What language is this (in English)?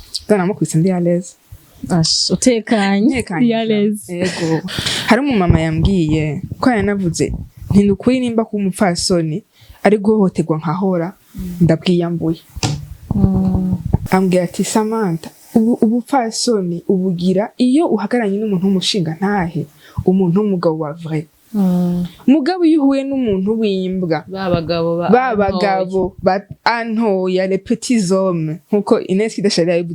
Rundi